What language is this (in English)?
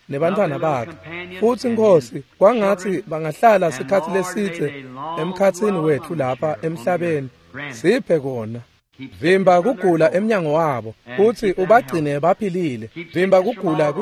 Swati